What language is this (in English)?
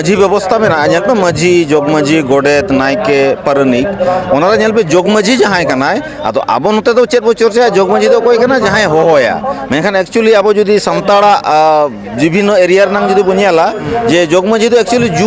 Santali